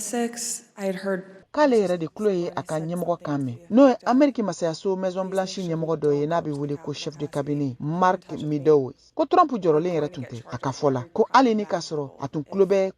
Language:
Bambara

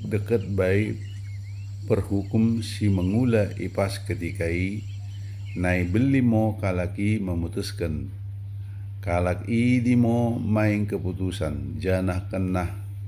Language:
Batak Dairi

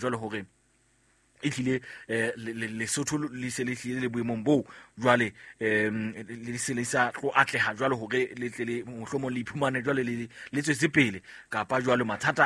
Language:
Southern Sotho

